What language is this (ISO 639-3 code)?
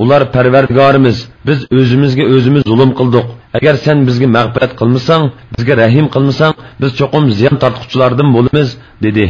uig